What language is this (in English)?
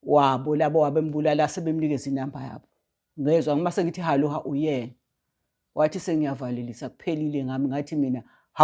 Zulu